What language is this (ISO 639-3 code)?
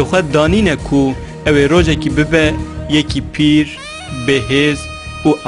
kur